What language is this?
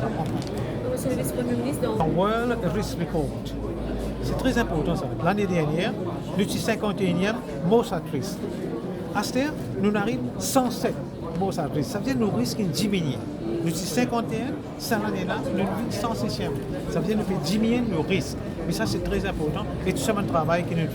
Morisyen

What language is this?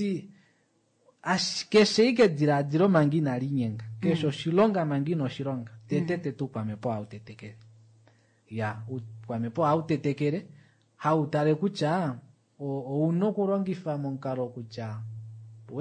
Kuanyama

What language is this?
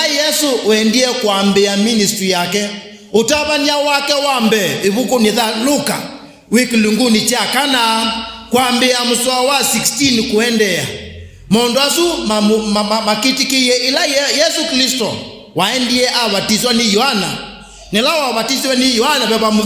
Kamba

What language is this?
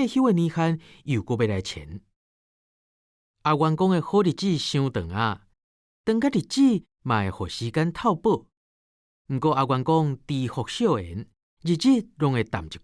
Min Nan Chinese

